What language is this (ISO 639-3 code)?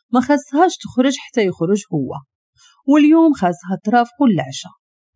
ary